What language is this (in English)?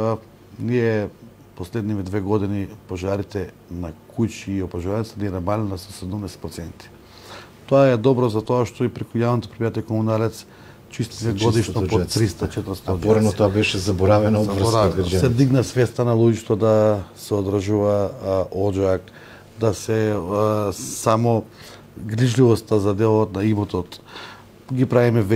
Macedonian